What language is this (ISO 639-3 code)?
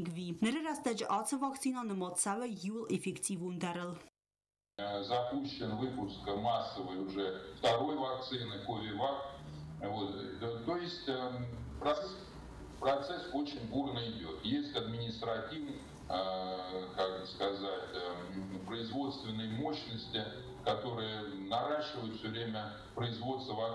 oss